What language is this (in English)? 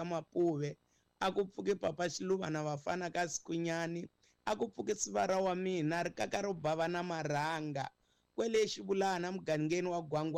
Tsonga